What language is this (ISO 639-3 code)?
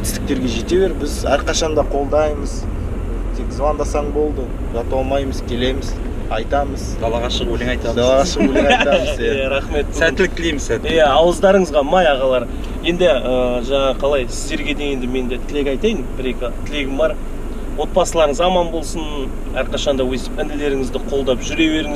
kaz